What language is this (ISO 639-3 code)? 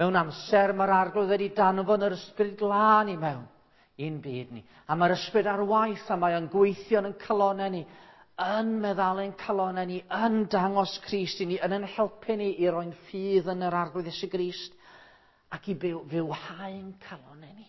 cym